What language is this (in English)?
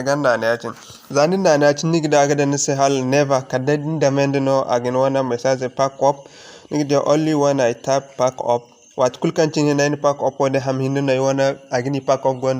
Zarma